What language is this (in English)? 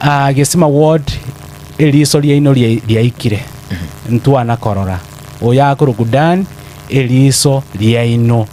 Gusii